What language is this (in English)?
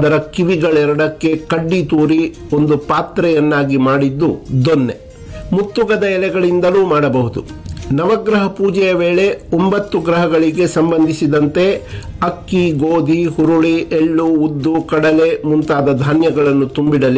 Kannada